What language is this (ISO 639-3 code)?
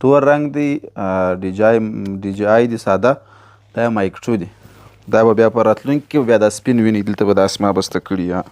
pus